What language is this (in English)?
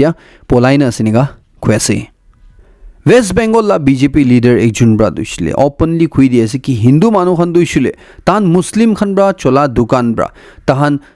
Naga Pidgin